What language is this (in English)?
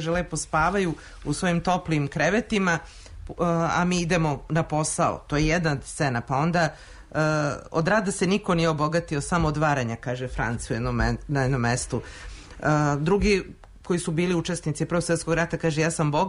Serbian